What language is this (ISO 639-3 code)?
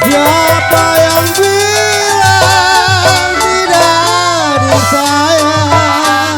bew